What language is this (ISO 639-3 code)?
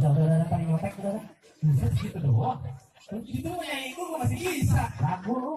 bew